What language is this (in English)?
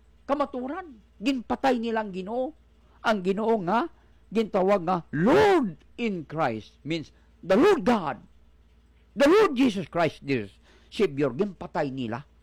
Hiligaynon